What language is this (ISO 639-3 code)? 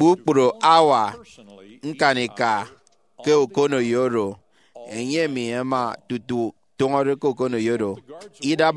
efi